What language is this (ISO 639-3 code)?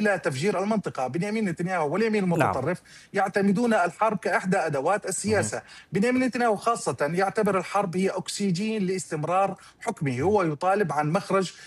ara